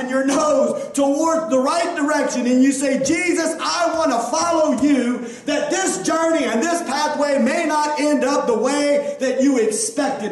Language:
English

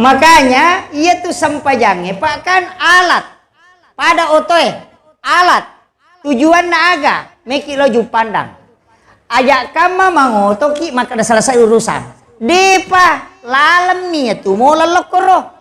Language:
Buginese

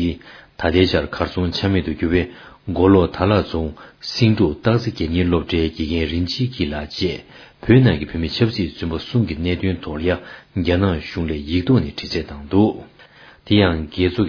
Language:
Tibetan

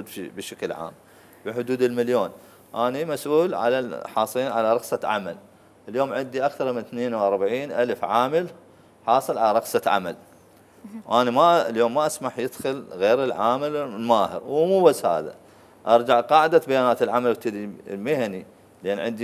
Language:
Mesopotamian Arabic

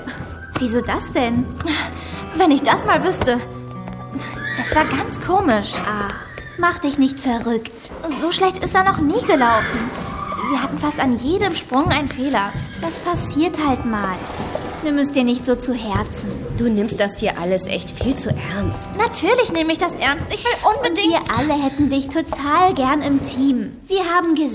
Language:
German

